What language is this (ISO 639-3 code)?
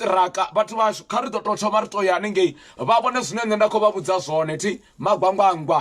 ven